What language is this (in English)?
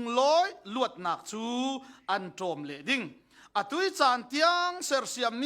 Falam Chin